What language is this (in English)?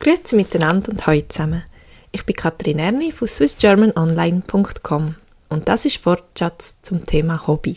Swiss German